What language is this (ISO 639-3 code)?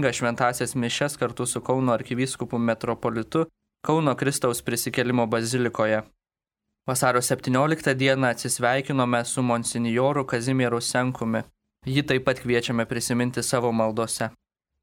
lit